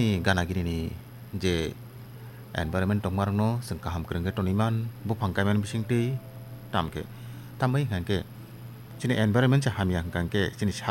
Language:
Kok Borok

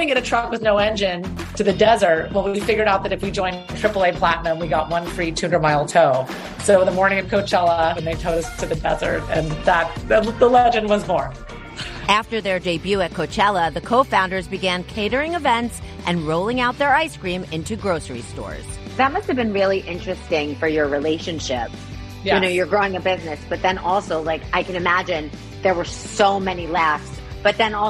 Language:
English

